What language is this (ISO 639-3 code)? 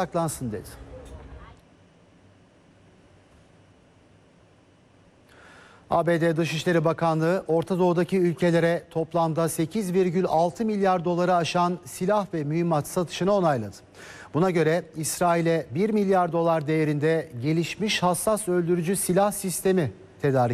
tur